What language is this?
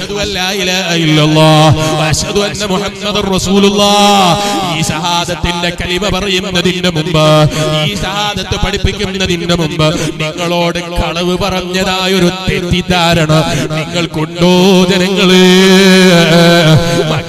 Malayalam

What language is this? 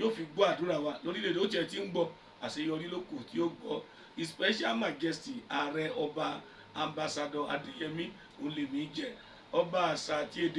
Yoruba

